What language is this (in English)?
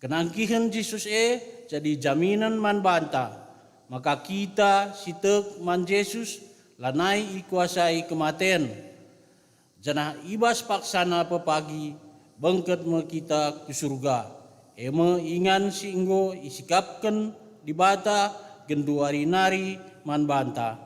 Batak Karo